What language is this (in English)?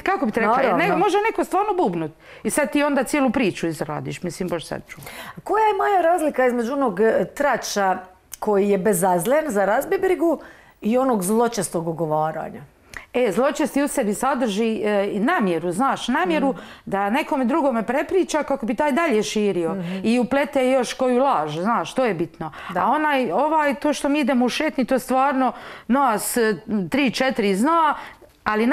Croatian